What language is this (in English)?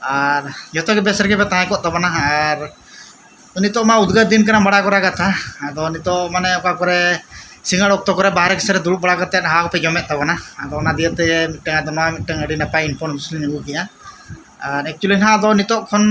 Santali